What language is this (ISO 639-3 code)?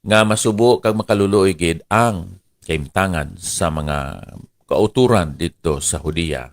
hil